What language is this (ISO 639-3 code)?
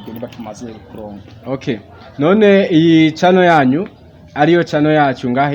run